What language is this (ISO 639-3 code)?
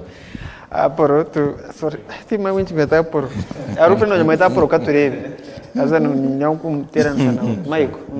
nyn